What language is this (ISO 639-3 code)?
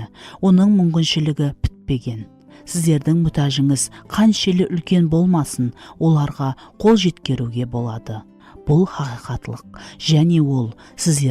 kaa